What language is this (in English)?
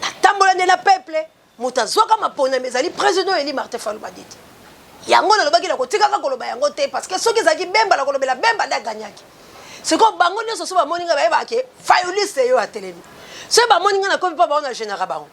Lingala